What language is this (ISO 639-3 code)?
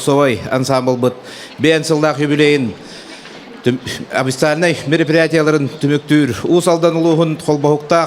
sah